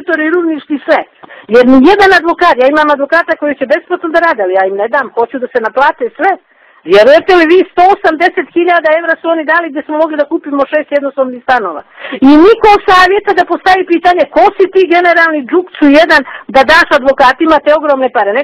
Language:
Bosnian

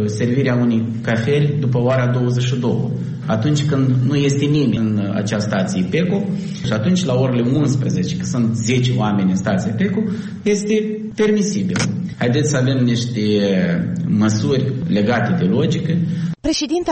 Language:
Romanian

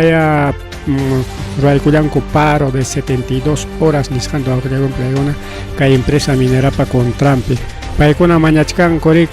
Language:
Ayacucho Quechua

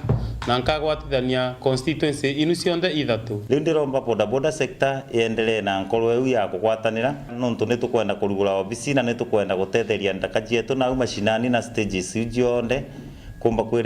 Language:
Meru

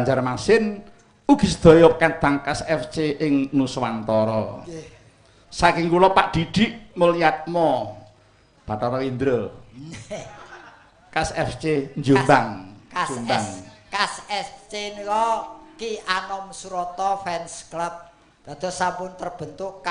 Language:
Javanese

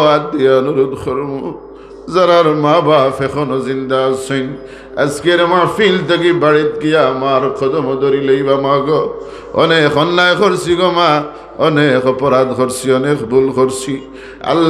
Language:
Sylheti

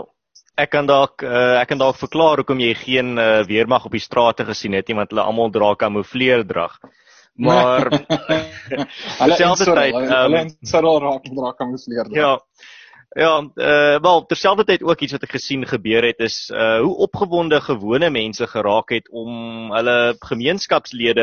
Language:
Afrikaans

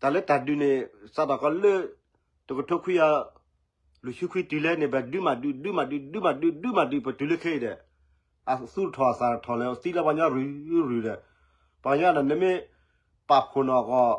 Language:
S'gaw Karen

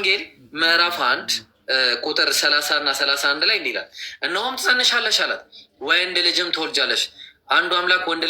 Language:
Amharic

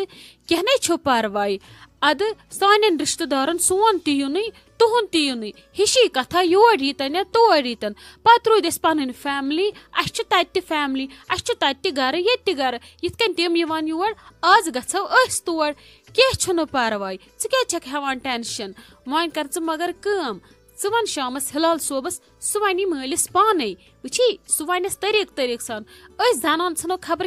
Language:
Kashmiri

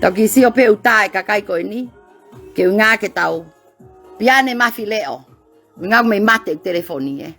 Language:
Tongan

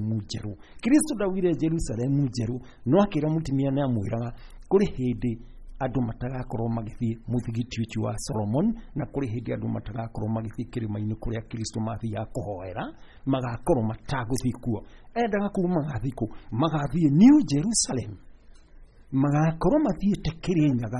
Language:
Kikuyu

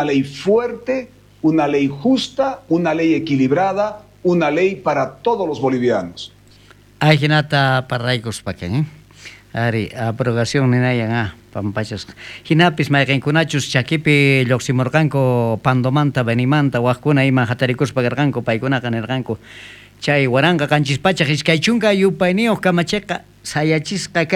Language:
South Bolivian Quechua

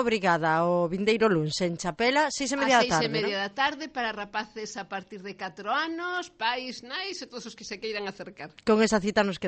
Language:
Galician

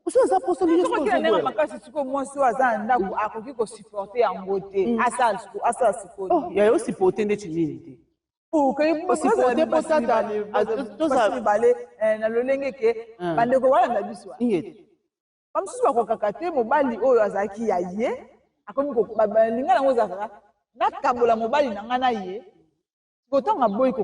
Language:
Lingala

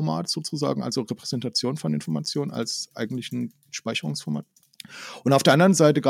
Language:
German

